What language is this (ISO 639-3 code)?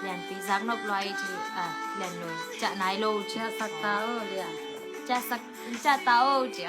ctd